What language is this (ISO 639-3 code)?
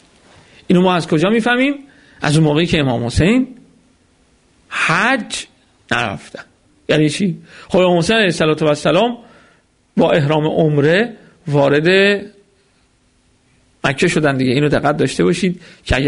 fas